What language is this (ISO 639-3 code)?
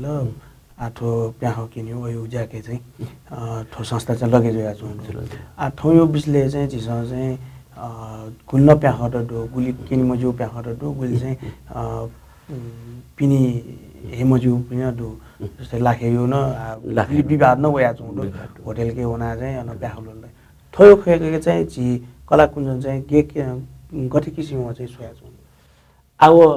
new